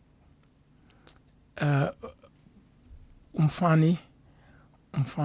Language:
Afrikaans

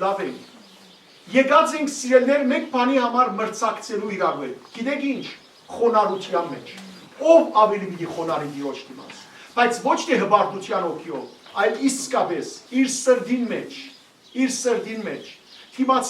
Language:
Western Armenian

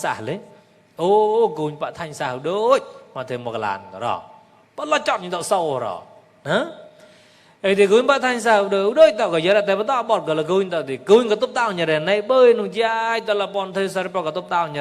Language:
Mon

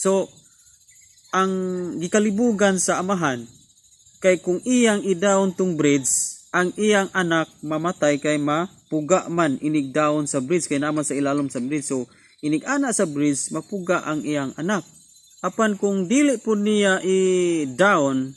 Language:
Cebuano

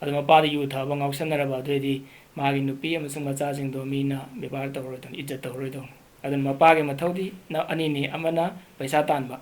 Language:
Manipuri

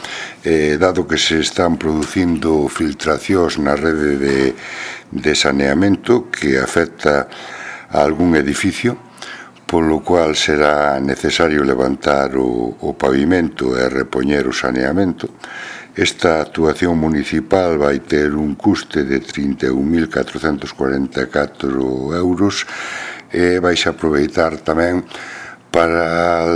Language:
Galician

